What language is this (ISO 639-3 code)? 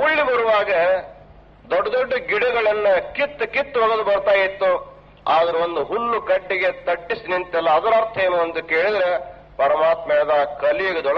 kan